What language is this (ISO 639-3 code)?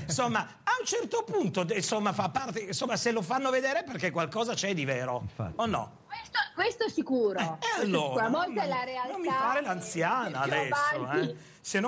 ita